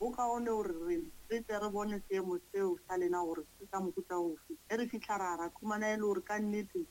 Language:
Northern Sotho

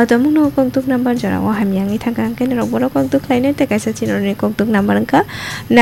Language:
Kok Borok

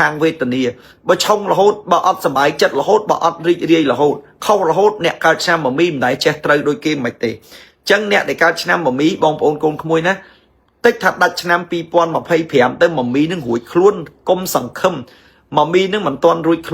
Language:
Khmer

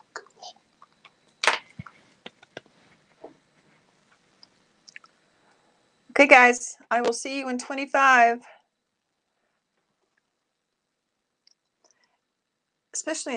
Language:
English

